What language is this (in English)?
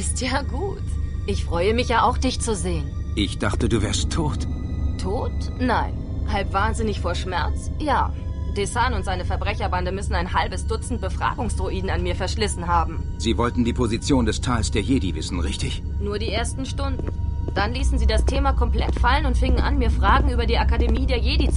Bavarian